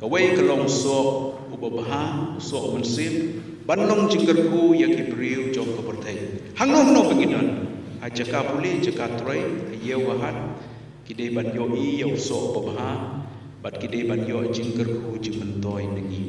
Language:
Khasi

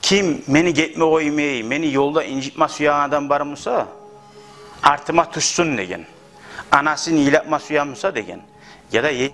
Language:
Kumyk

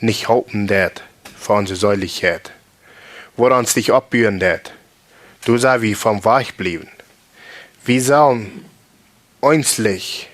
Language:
Plautdietsch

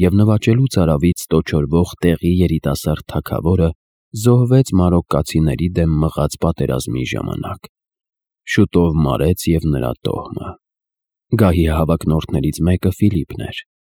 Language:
Armenian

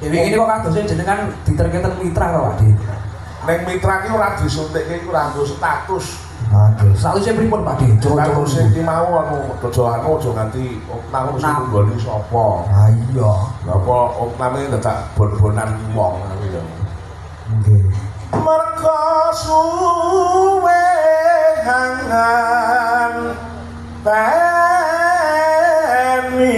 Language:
Javanese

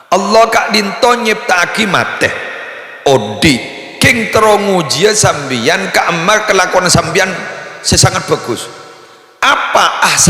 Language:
Madurese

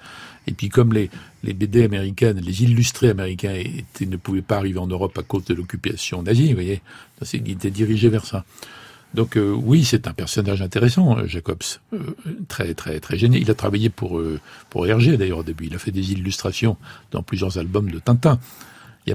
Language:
French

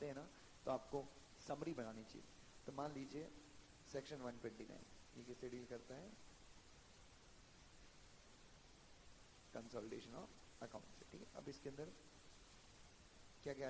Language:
Hindi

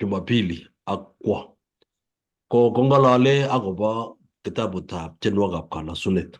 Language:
Kalenjin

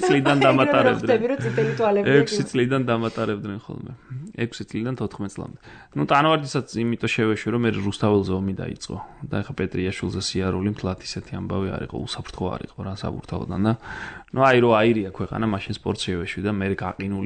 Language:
Georgian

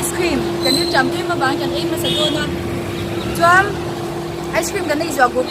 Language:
Mizo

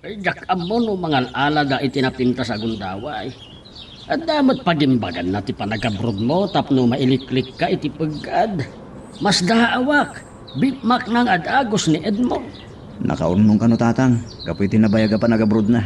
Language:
Iloko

